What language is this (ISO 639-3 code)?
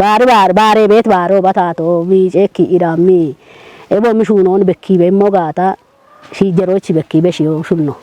kbr